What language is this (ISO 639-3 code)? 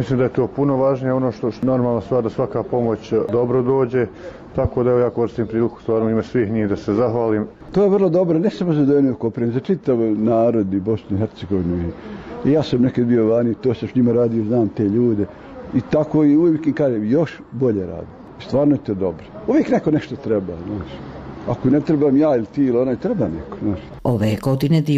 bos